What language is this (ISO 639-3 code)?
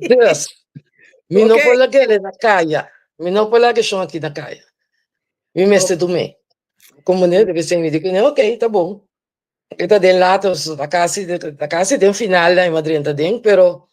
pap